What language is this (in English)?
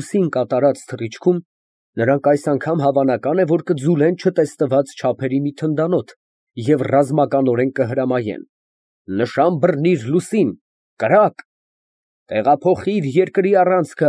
Armenian